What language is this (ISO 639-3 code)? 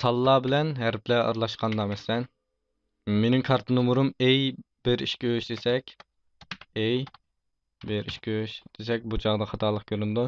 uig